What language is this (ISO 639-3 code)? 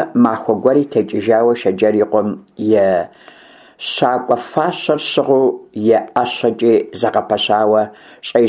kbd